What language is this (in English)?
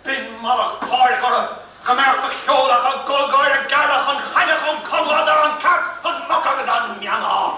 Irish